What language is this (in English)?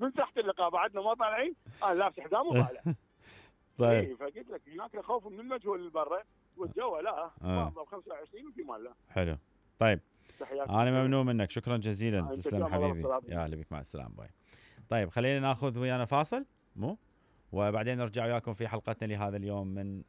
Mesopotamian Arabic